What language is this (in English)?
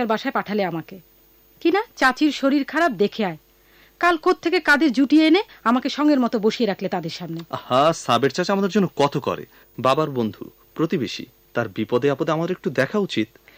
Bangla